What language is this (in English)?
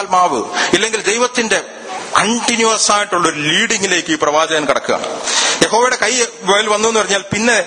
Malayalam